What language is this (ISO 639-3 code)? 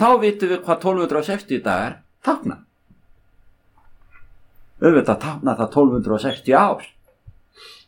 isl